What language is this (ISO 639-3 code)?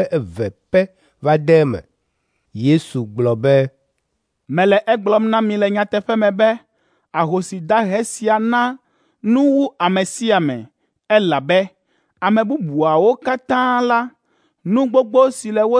ewe